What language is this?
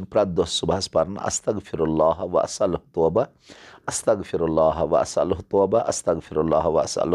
Kashmiri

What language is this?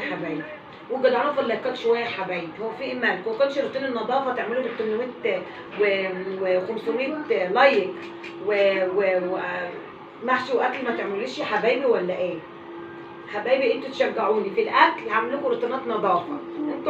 Egyptian Arabic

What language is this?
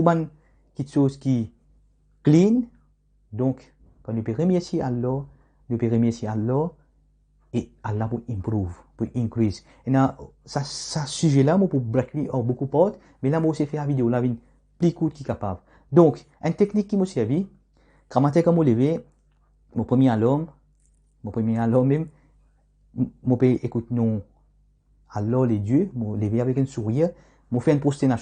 Morisyen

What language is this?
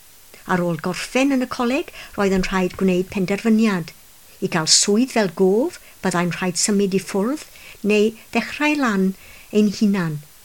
Welsh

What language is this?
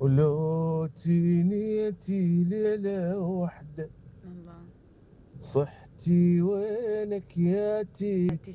Mesopotamian Arabic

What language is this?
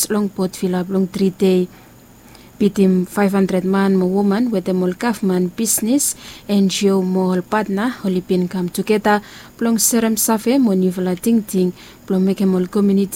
Bislama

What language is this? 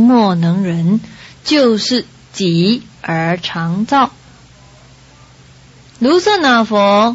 Chinese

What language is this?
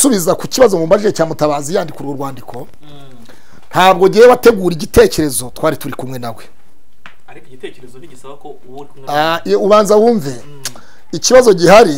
Kinyarwanda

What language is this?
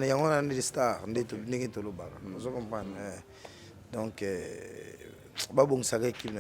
Lingala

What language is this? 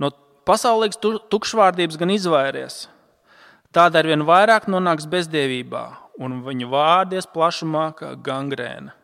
Latvian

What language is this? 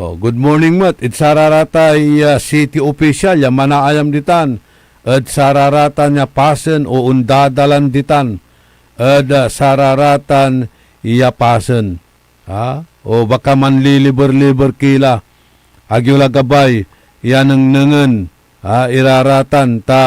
Pangasinan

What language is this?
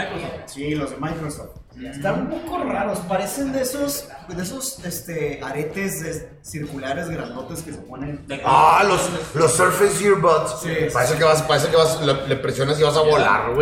Spanish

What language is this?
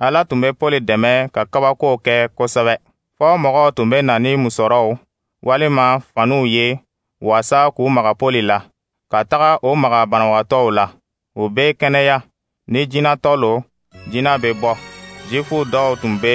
Dyula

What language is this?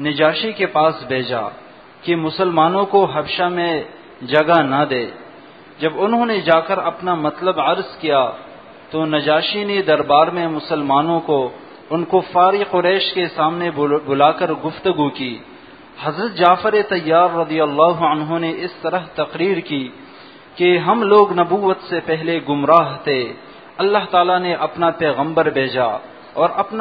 Urdu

